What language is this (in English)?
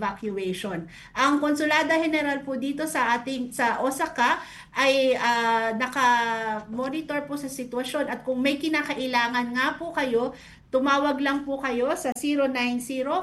Filipino